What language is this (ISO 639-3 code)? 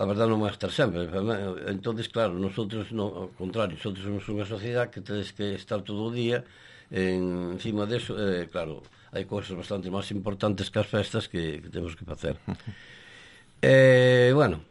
glg